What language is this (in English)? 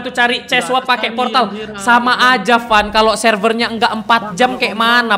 Indonesian